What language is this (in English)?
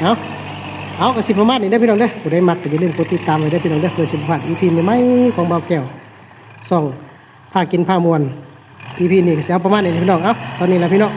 Northeastern Thai